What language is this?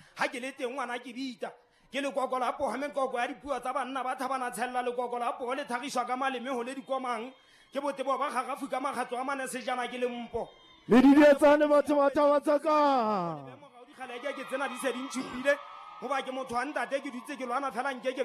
Southern Sotho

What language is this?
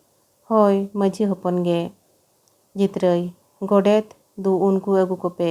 Santali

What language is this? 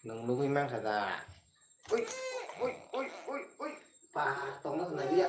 Kok Borok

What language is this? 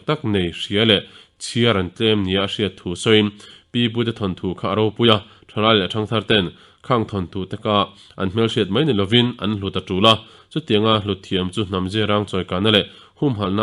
Mizo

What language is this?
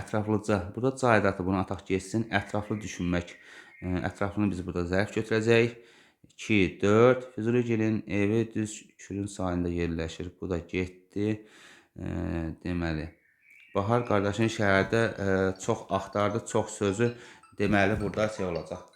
Azerbaijani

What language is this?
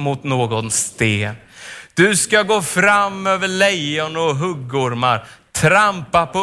Swedish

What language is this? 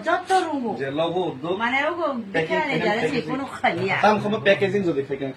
Kok Borok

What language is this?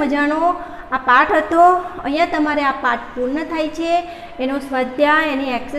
Gujarati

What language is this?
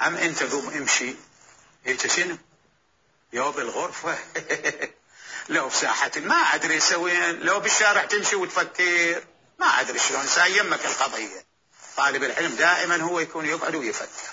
Mesopotamian Arabic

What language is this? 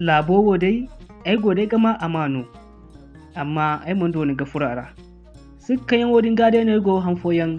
Zarma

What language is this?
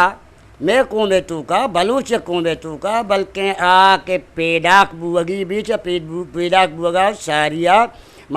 Eastern Balochi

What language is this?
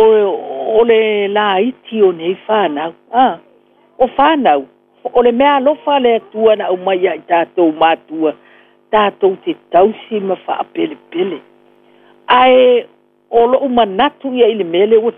Samoan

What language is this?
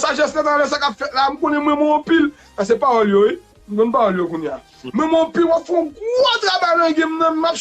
Haitian Creole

